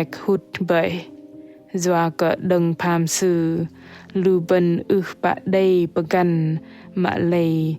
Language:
Bahnar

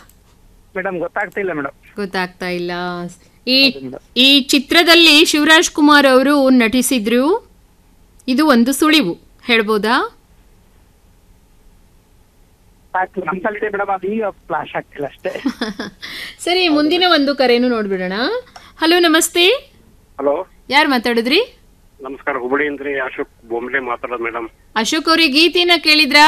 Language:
Kannada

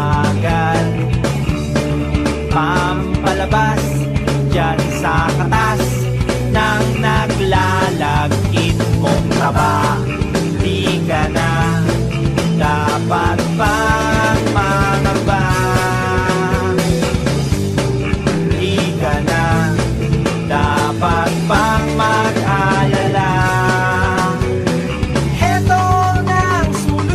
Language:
Filipino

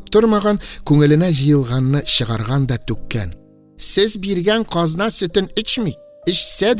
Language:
Tatar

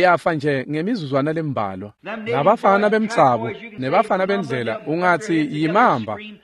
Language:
Swati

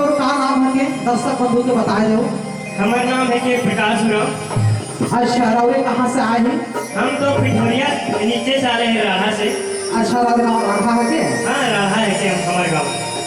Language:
Sadri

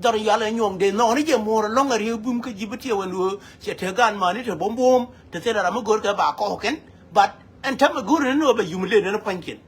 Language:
Nuer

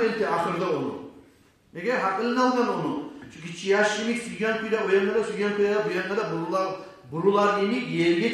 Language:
Kumyk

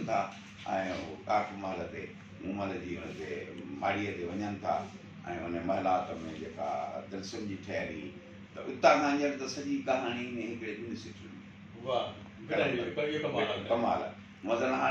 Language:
Sindhi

